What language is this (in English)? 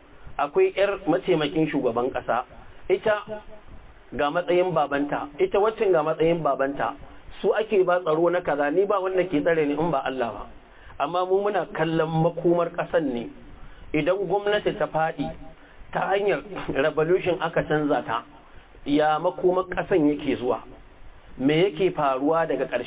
Hausa